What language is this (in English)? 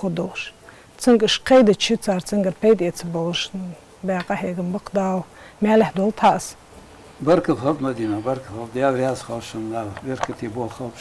Ingush